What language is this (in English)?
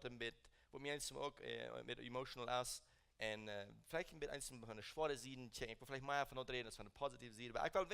Plautdietsch